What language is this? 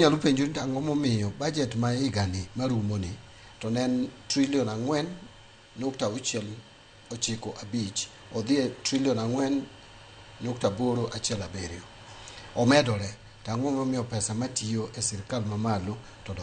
Luo (Kenya and Tanzania)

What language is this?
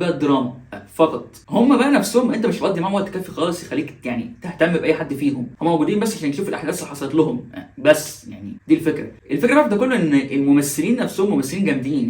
Egyptian Arabic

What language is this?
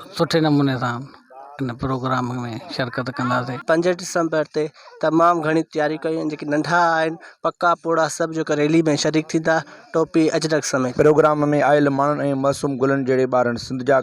Sindhi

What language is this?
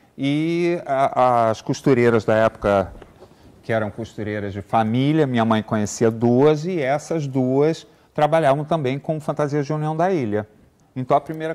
Portuguese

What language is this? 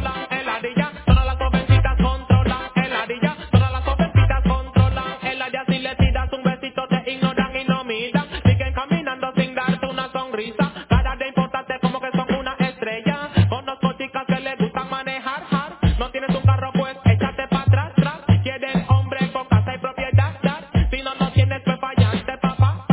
Spanish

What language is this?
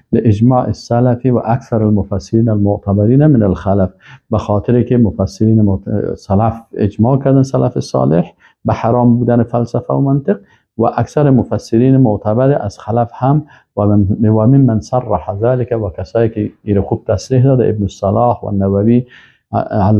Persian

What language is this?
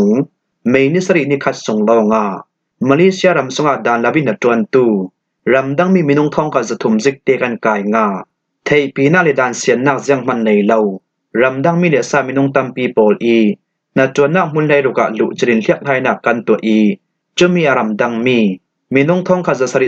Falam Chin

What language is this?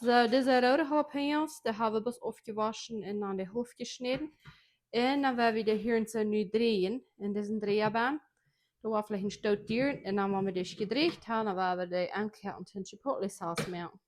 Plautdietsch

